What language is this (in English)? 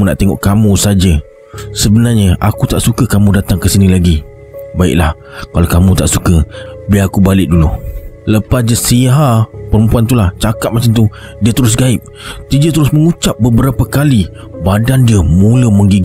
Malay